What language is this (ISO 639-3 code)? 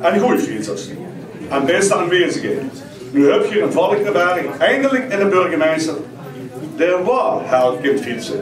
lim